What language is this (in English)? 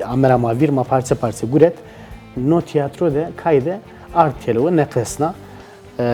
Zaza